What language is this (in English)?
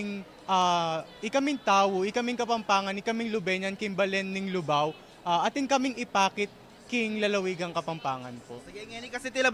Pampanga